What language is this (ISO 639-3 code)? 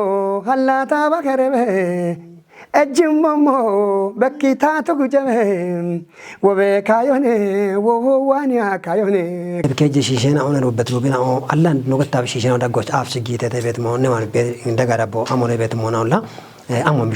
kbr